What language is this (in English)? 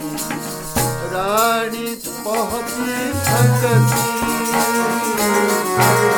Punjabi